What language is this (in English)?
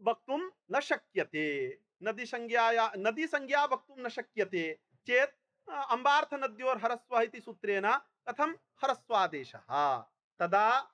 Sanskrit